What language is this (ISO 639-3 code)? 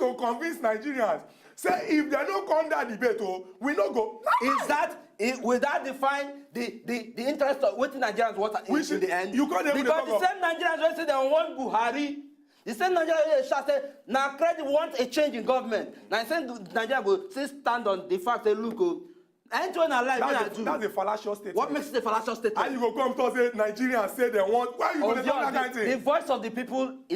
pcm